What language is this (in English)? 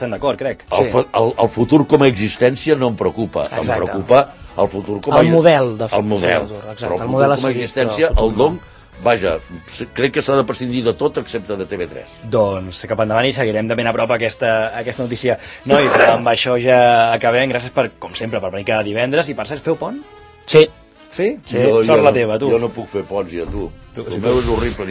Catalan